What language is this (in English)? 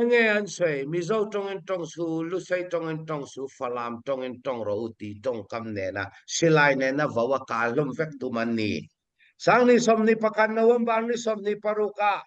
Hakha Chin